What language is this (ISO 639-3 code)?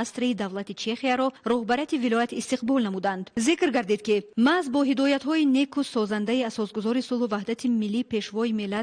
tgk